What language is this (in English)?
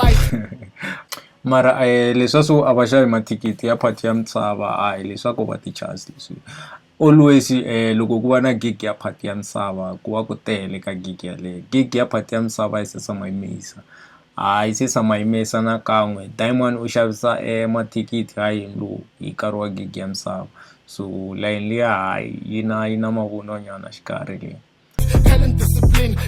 Tsonga